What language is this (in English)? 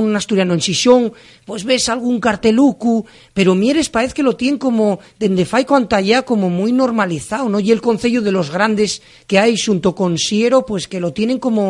Asturian